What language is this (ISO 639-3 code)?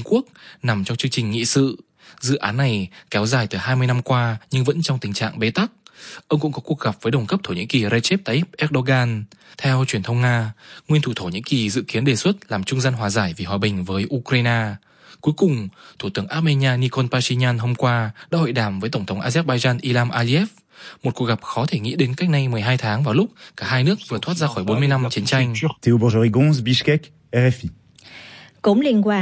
vie